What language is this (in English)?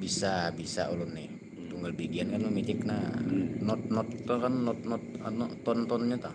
Banjar